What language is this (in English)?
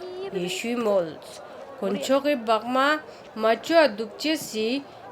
Ladakhi